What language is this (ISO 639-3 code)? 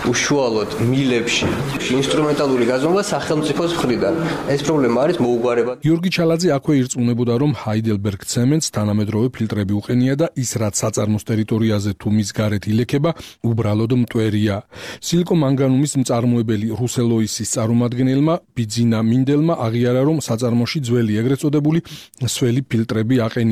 kat